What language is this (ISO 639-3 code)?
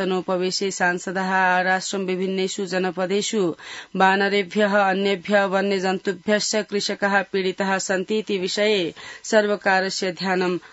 san